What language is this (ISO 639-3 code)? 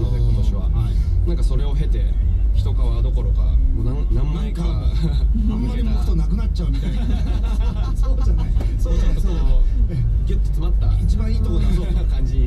jpn